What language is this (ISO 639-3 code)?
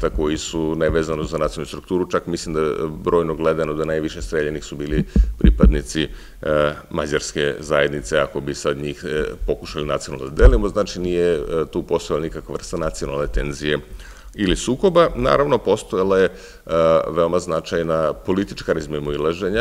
srp